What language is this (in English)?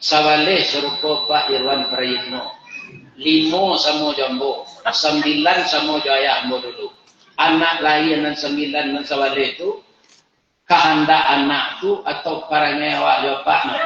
Minangkabau